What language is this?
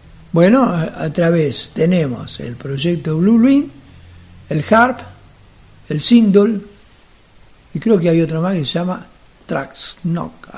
Spanish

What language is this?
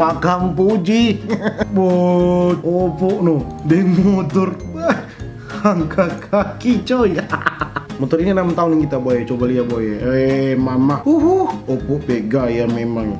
Manado Malay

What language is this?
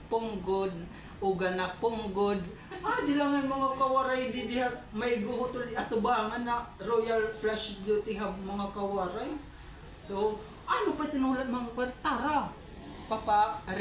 Waray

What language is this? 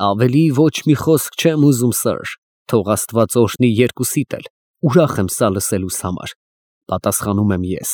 Armenian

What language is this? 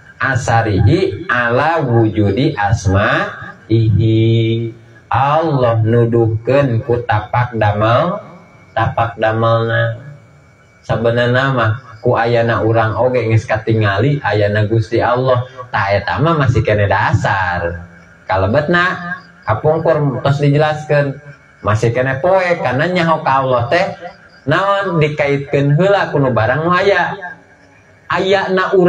Sundanese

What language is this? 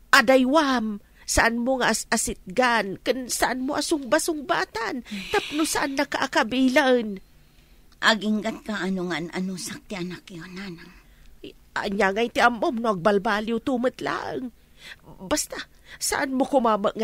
Iloko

